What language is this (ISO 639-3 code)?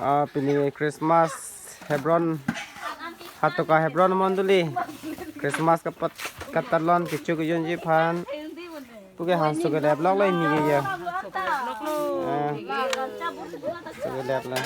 mjw